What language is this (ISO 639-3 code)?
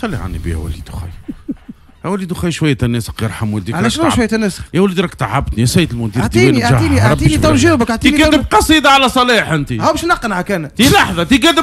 aeb